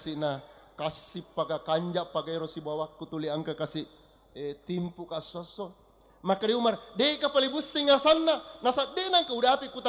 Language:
Buginese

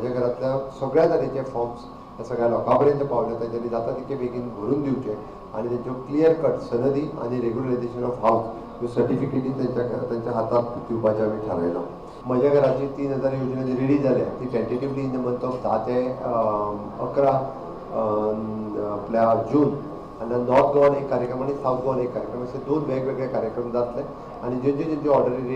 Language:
Konkani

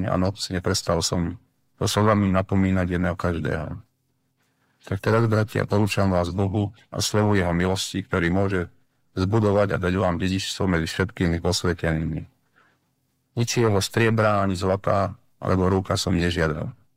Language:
Slovak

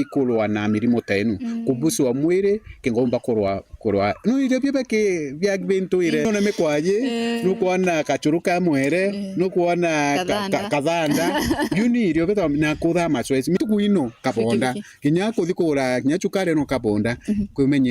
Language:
Meru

